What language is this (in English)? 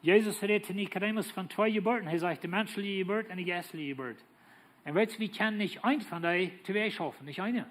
Plautdietsch